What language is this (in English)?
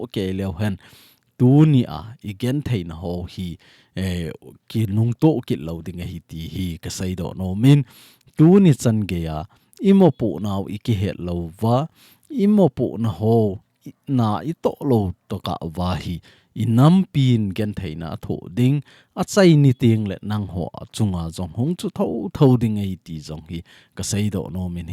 Thado Chin